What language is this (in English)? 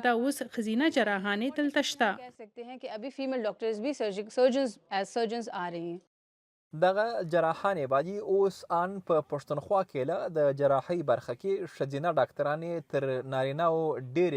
Pashto